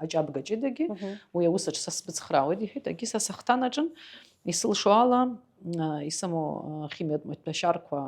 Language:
Abkhazian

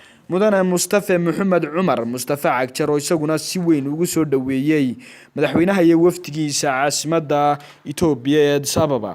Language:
Somali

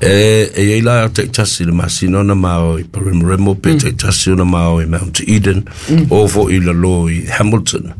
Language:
Samoan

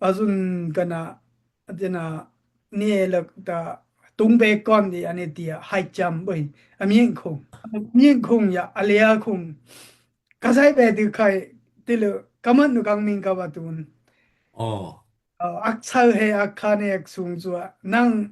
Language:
Daai Chin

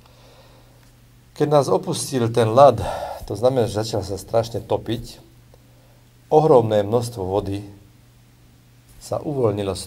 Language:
Slovak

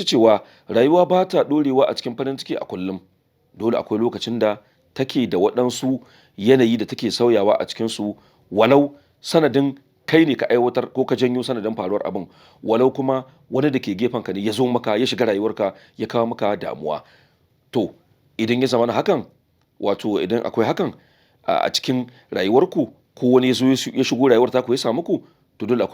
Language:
Hausa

